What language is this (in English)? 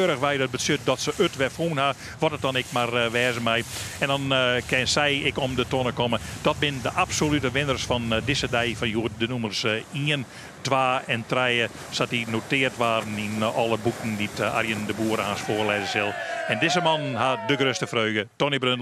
Western Frisian